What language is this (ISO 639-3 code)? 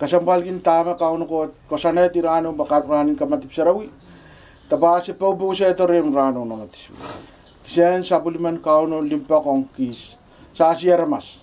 pon